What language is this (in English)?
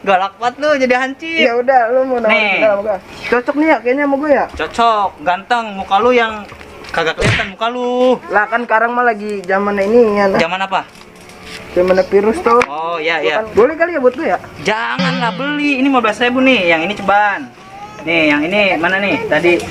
Betawi